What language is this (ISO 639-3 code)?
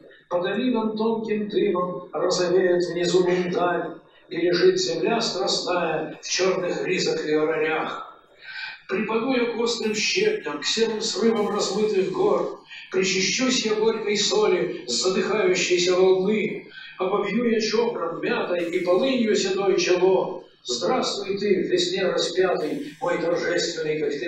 rus